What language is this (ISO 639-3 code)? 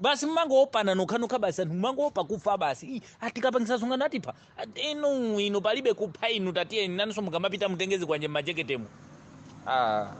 nya